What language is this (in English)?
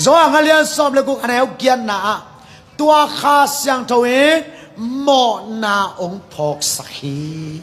Tedim Chin